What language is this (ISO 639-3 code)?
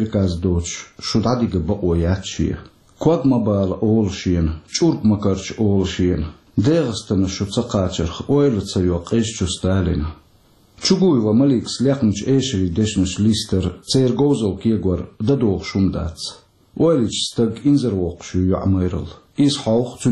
che